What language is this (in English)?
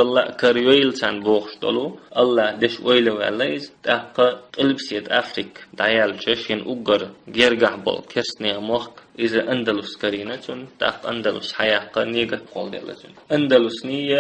Chechen